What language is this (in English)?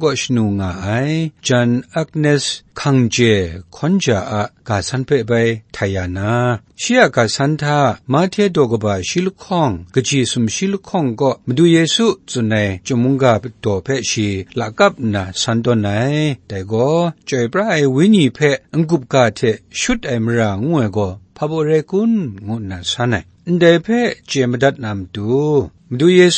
Kachin